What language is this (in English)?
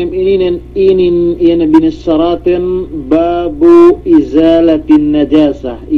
Yakan